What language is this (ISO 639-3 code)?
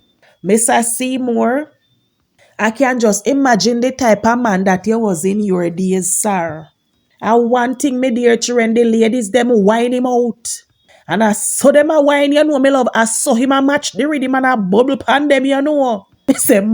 jam